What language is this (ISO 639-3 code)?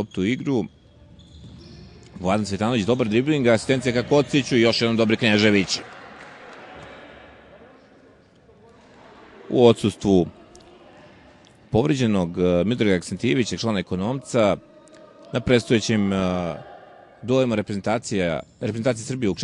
srp